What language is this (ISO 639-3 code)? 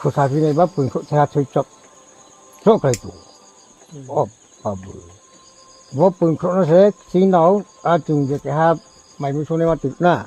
ria